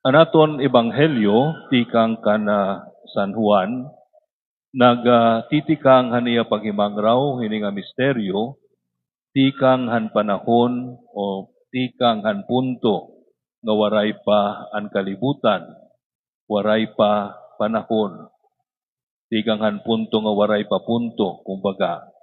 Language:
Waray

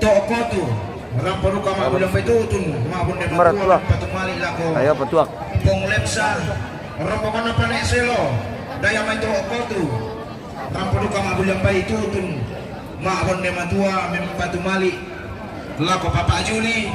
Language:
Toraja-Sa'dan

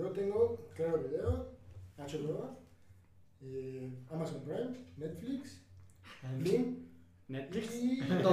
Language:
Spanish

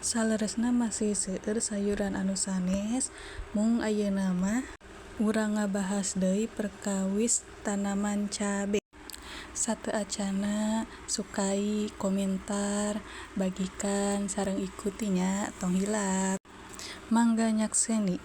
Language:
Sundanese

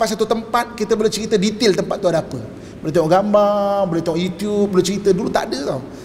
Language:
Malay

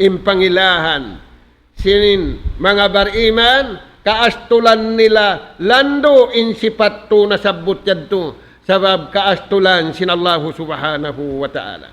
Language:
Tausug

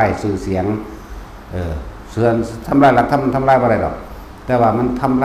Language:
Northeastern Thai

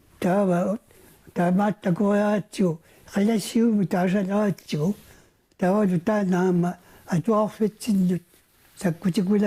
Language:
Kalaallisut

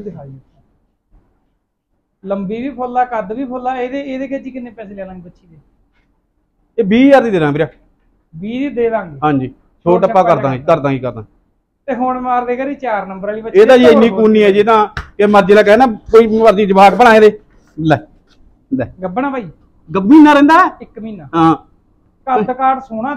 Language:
Punjabi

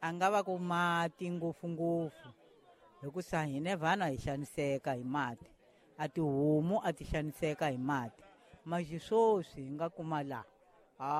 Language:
Tsonga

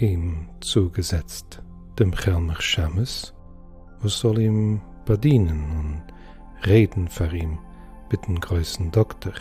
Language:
Yiddish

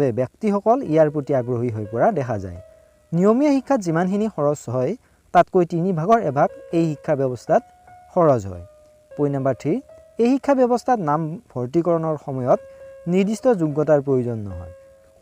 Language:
Assamese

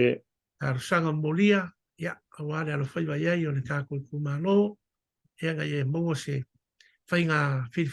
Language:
Samoan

